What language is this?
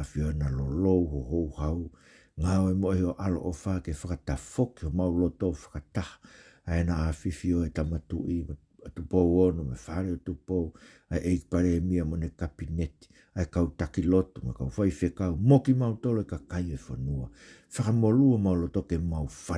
Tongan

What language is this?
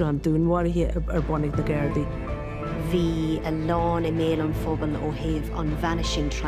Irish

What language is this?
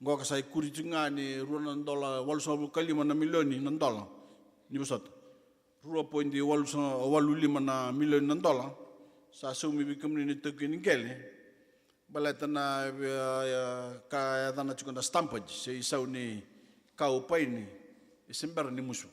Fijian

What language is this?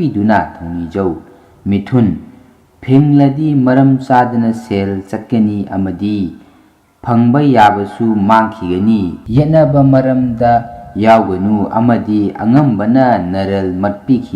Manipuri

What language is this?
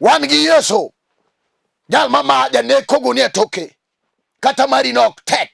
Luo (Kenya and Tanzania)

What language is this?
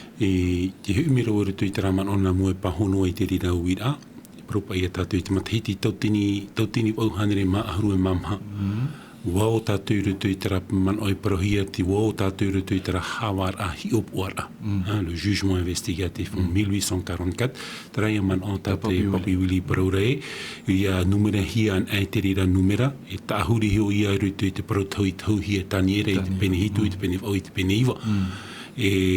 Tahitian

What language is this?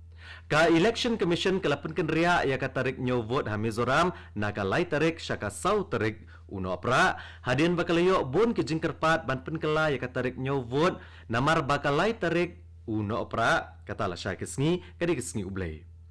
Khasi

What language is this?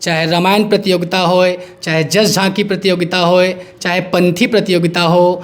Chhattisgarhi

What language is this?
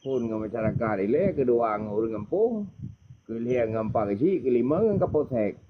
Achinese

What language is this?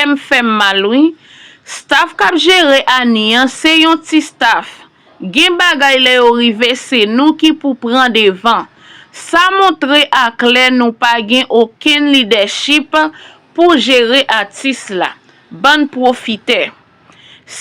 Haitian Creole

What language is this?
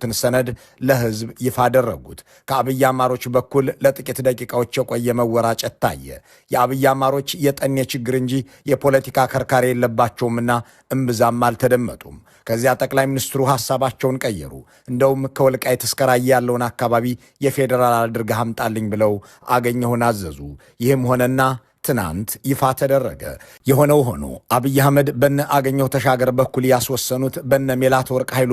Amharic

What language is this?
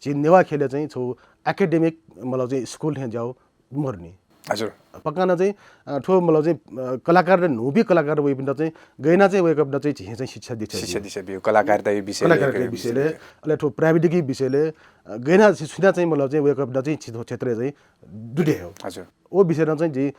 Newari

